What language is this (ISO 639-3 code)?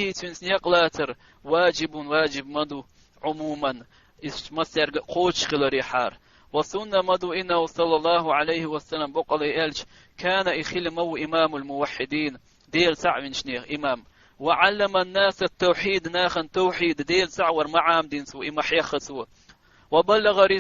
che